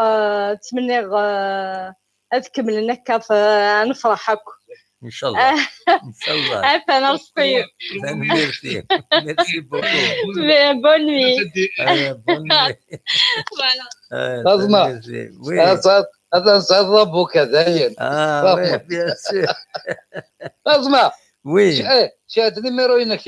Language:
Kabyle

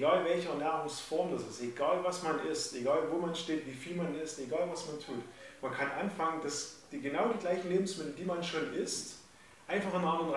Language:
German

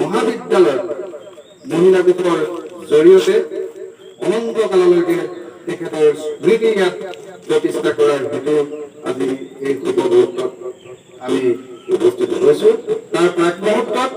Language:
Assamese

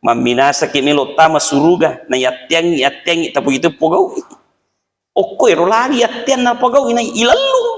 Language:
Buginese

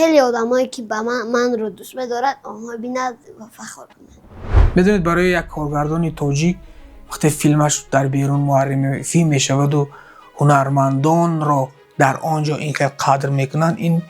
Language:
Tajik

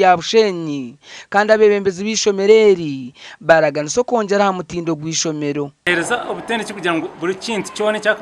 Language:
Nyankole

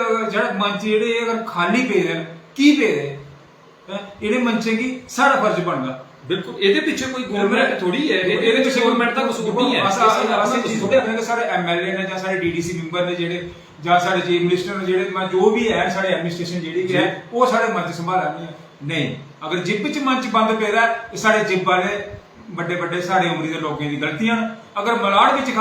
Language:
Dogri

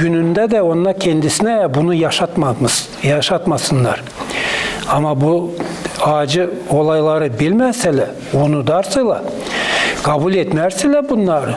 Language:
Gagauz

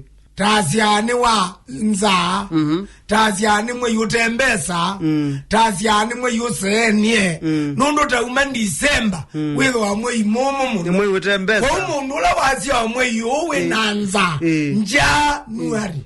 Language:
Kamba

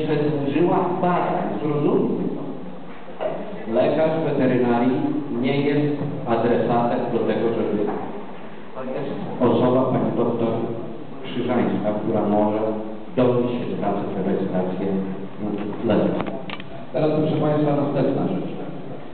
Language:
Polish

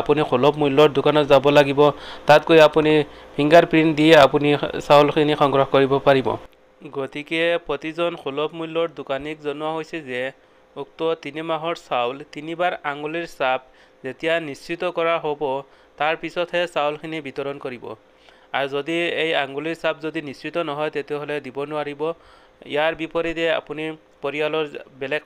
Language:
Assamese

